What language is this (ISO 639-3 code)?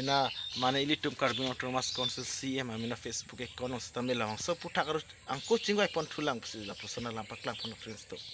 mjw